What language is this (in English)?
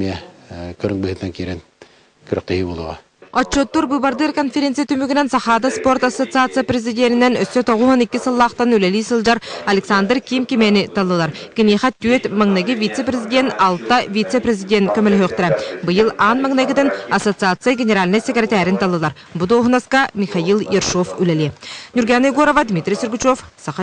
Yakut